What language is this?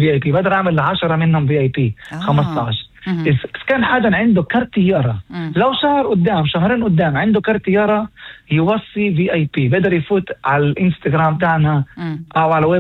North Levantine Arabic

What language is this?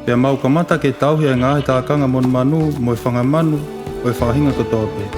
Tongan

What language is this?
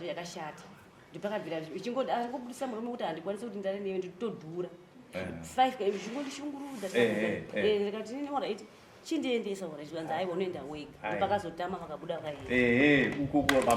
Shona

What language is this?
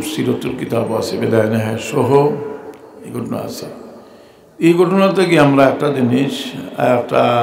Sylheti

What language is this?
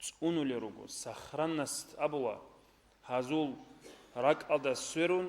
Avaric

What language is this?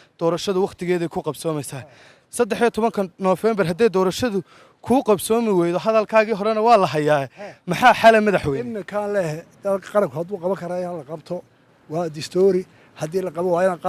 Somali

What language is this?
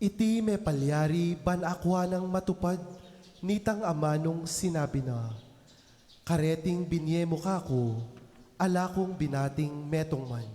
Pampanga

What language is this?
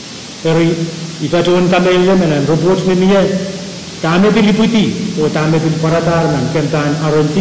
Pohnpeian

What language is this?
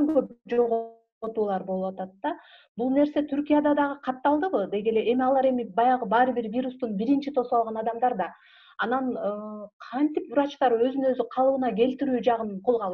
Kyrgyz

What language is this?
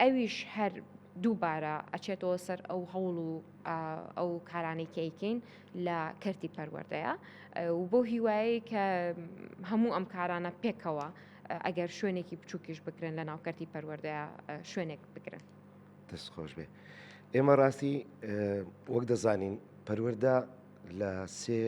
Central Kurdish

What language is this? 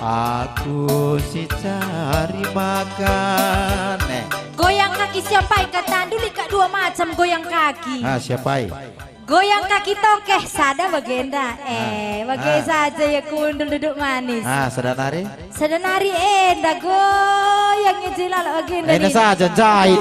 Batak Karo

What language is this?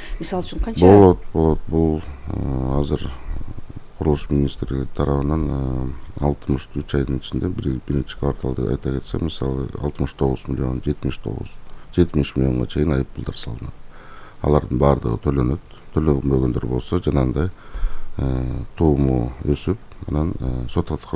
Kyrgyz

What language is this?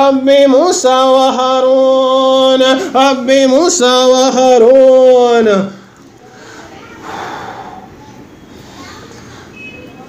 Arabic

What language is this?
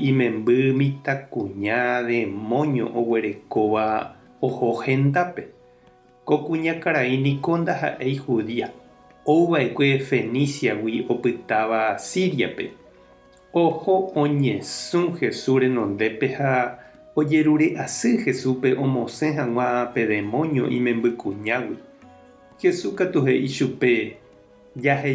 Guarani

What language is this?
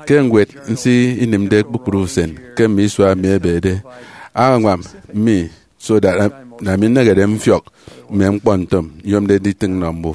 Efik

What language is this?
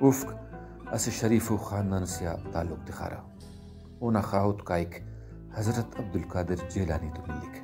Brahui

